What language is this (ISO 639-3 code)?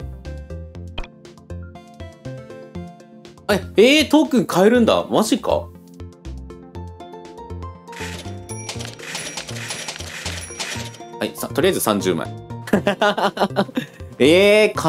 jpn